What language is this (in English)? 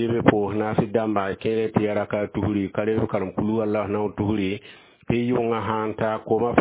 Mossi